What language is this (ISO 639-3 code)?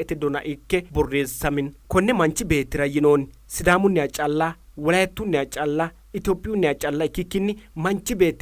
sid